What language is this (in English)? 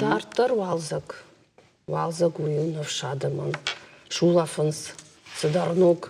Ossetic